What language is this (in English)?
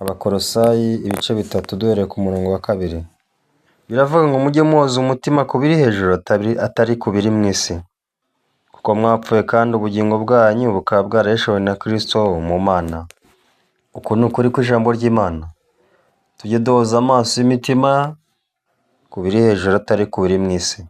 Kinyarwanda